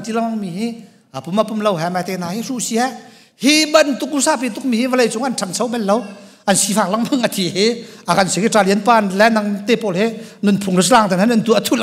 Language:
Hakha Chin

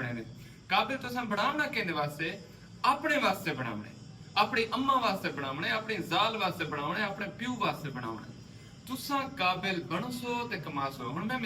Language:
Saraiki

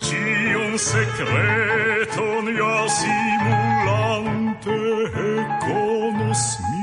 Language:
Esperanto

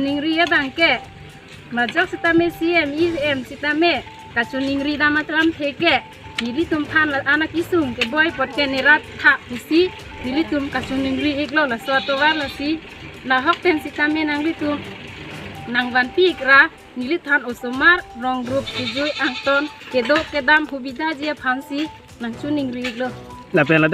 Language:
Karbi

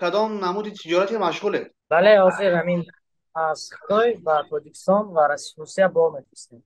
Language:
Tajik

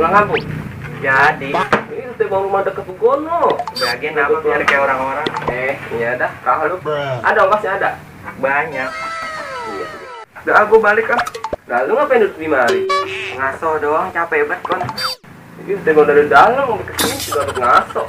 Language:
Betawi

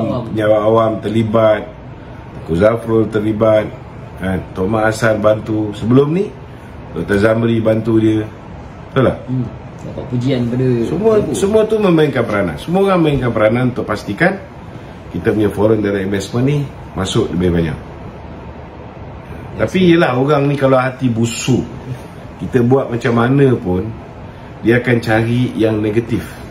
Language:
Malay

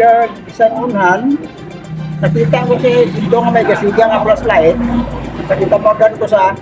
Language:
Hiligaynon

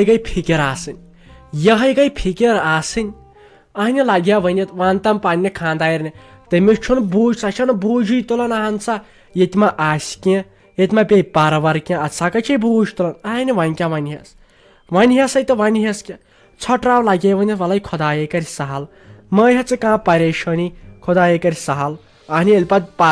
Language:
Kashmiri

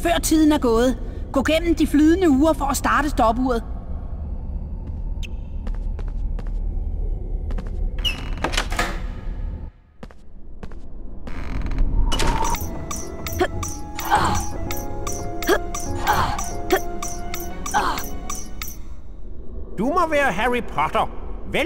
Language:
Danish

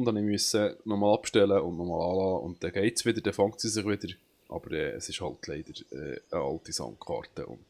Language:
Swiss German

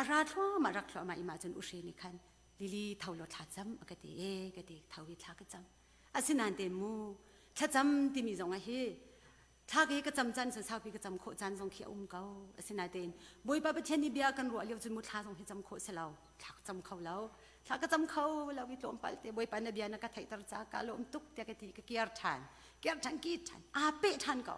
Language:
Hakha Chin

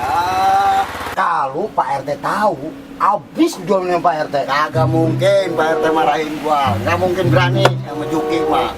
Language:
Betawi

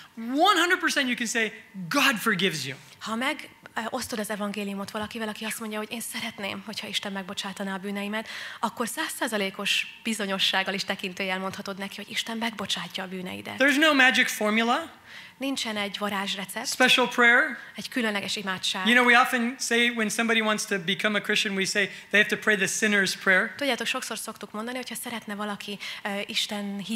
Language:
Hungarian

